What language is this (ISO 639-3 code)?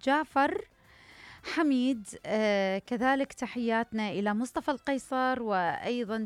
acm